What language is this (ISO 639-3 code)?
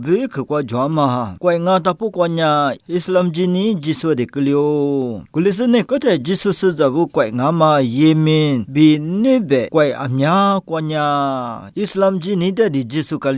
lis